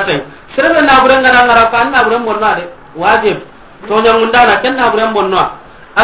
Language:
Soninke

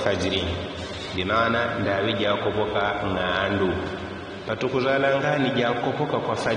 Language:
Yao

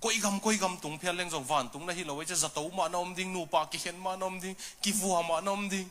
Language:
Tedim Chin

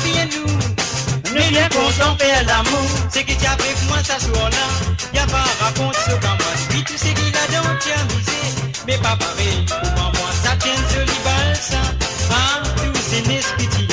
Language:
Morisyen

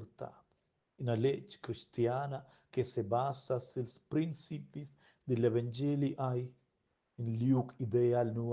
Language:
Romansh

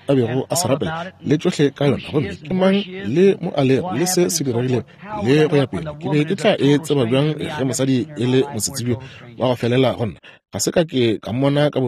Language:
Northern Sotho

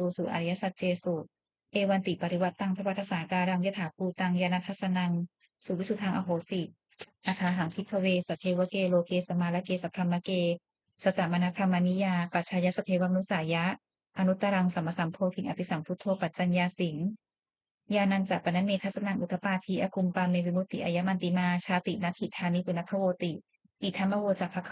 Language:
Pali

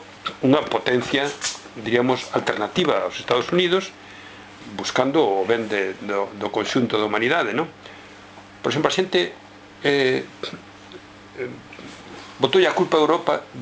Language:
Galician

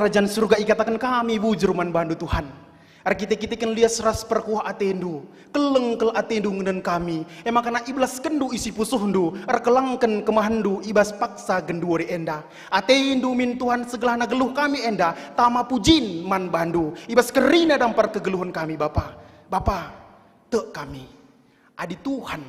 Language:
Batak Karo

